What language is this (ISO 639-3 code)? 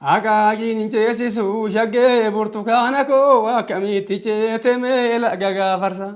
orm